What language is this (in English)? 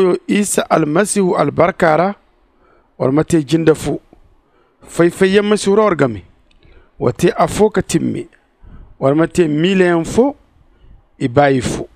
Zarma